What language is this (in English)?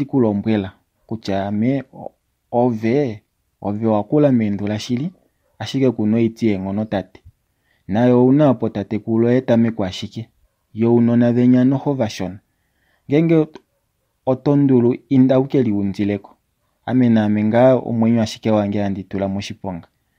Kuanyama